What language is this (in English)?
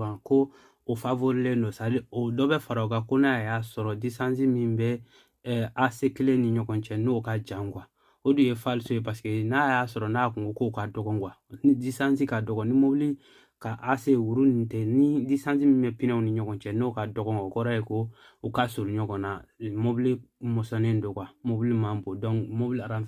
Bambara